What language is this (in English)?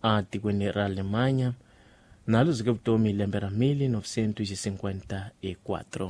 Tsonga